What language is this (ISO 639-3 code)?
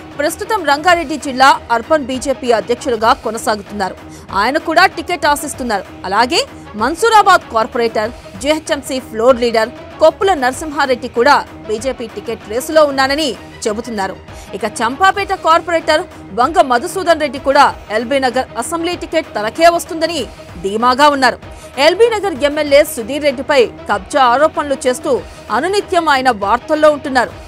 tel